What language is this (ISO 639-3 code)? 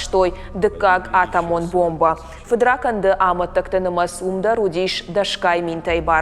oss